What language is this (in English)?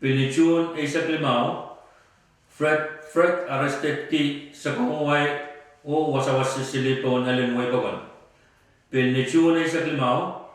Pohnpeian